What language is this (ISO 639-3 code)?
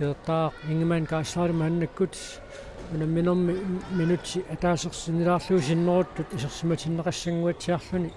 kal